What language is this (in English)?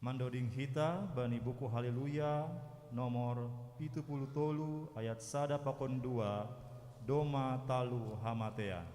Batak Simalungun